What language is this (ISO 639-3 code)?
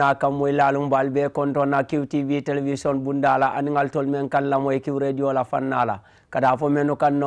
man